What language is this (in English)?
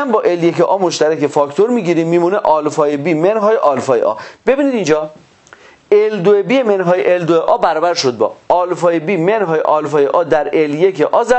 Persian